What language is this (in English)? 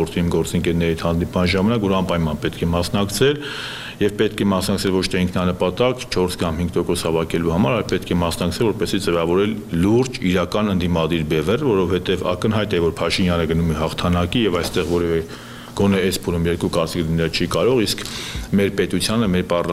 Armenian